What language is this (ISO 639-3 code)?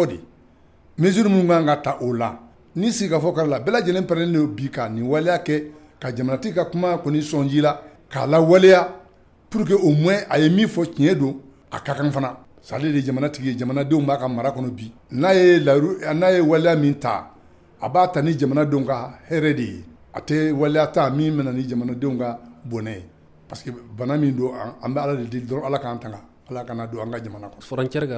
bam